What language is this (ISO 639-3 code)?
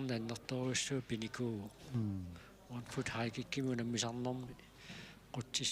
kal